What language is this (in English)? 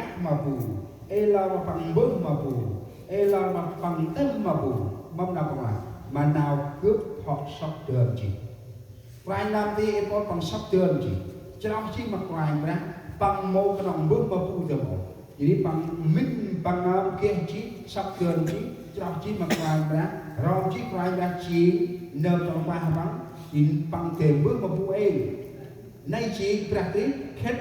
Central Mnong